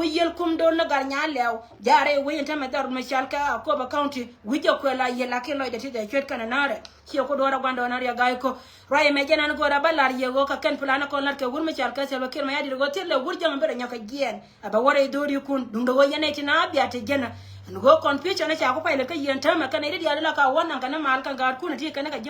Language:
Nuer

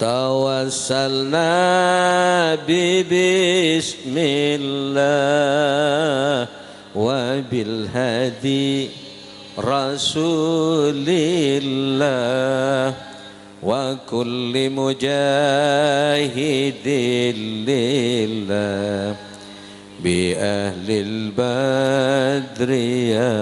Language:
Sasak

